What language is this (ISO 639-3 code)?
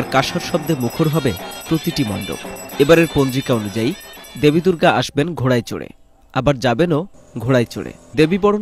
ben